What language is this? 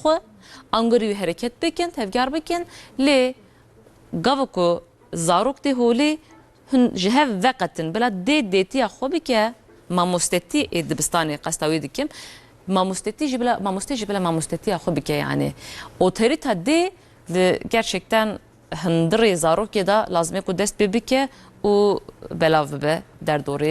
Kurdish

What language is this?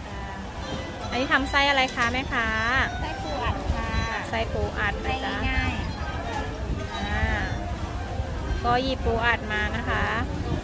Thai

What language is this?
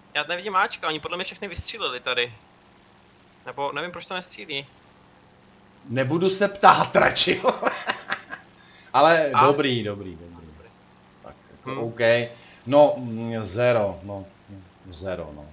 Czech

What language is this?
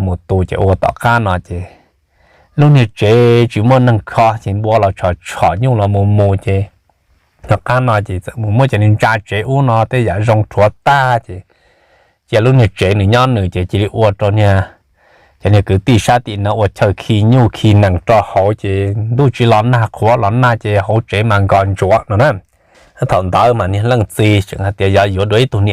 Hmong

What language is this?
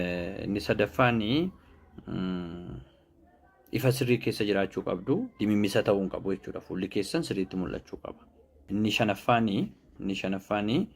Oromo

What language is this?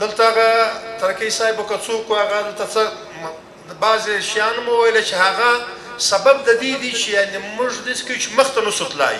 Pashto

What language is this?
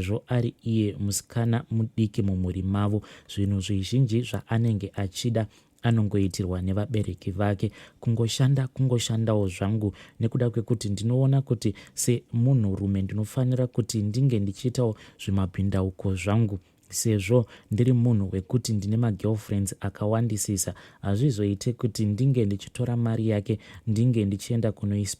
Shona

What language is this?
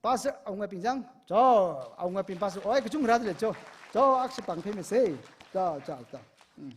Tangkhul Naga (India)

